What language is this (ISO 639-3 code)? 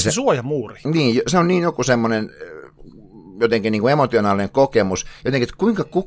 fin